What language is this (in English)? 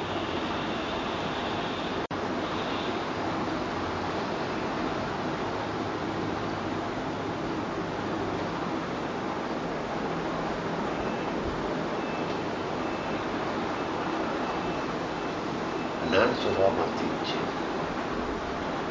Gujarati